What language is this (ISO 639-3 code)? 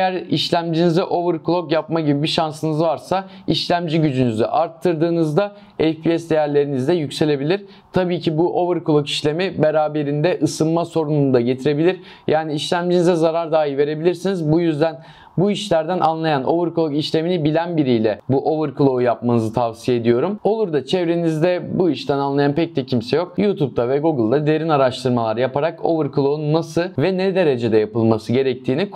tur